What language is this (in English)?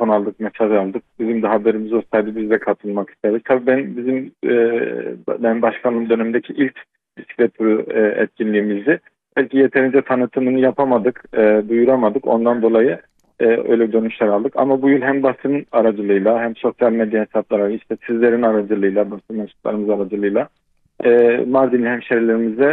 Turkish